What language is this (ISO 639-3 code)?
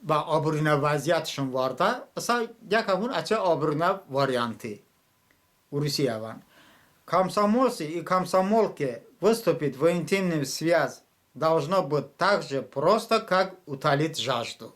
tly